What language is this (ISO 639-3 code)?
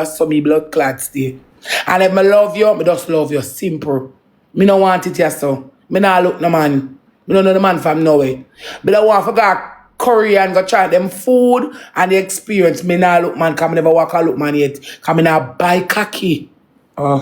jam